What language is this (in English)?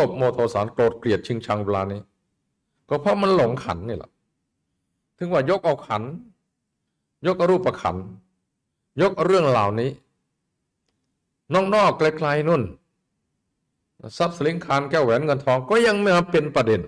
Thai